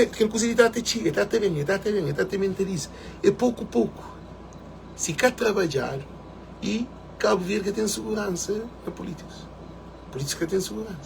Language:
Kabuverdianu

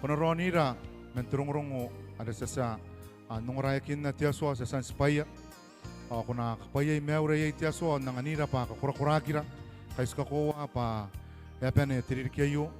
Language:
Gilbertese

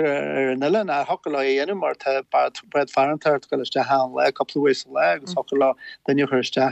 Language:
Irish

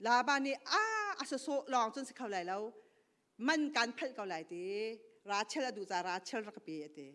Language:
Hakha Chin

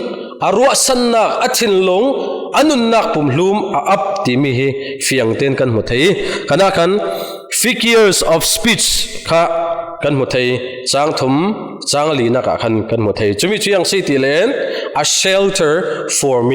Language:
Falam Chin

